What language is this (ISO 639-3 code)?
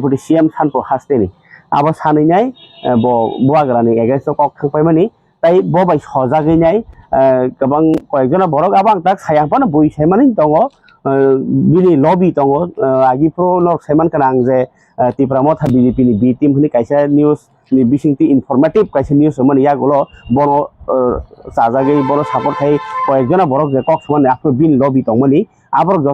trp